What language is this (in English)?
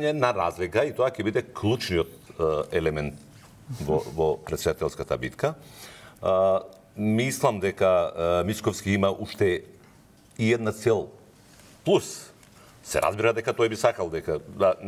Macedonian